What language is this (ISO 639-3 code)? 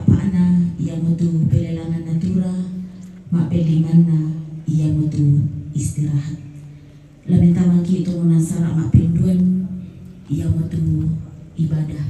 sda